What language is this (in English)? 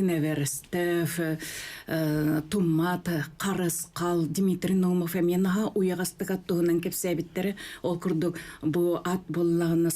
Yakut